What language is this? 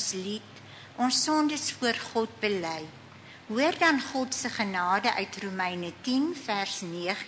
Afrikaans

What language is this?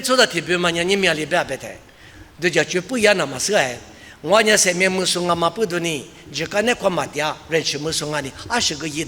Lisu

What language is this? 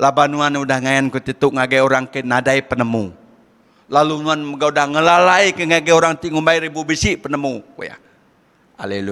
Iban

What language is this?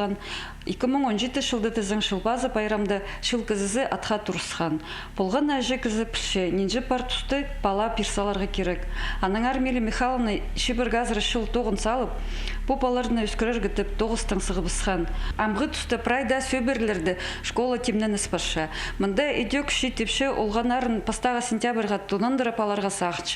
Khakas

